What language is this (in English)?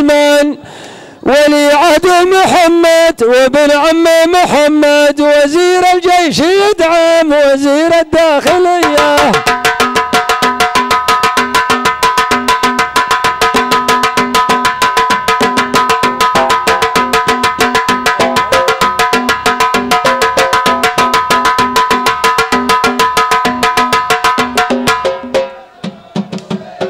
Arabic